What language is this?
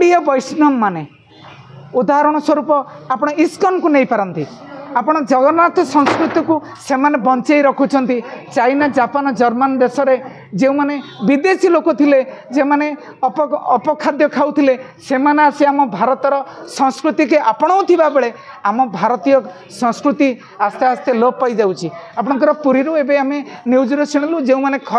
Odia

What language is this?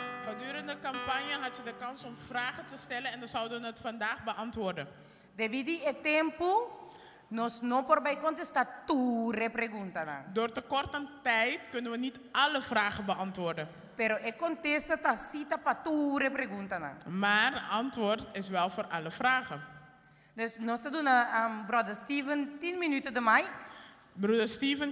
Papiamento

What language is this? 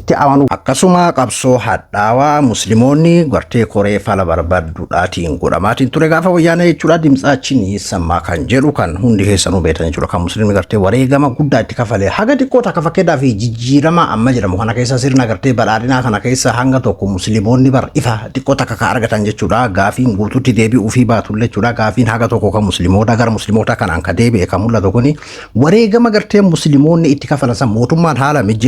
Oromo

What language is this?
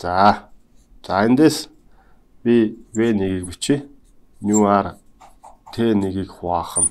Mongolian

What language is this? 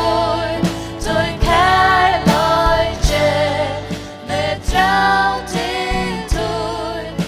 Faroese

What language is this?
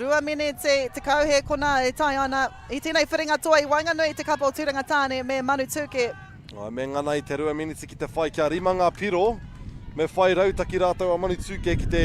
Māori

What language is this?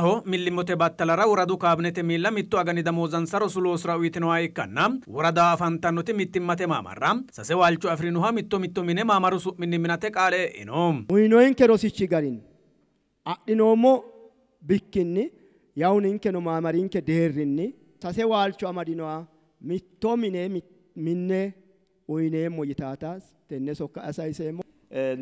Sidamo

